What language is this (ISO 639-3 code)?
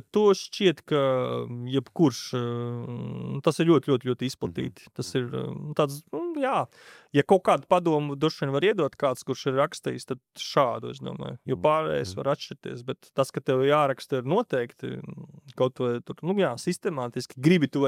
lav